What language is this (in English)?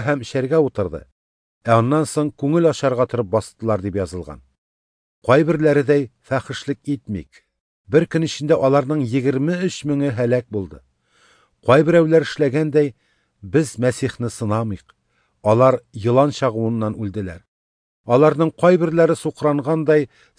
Tatar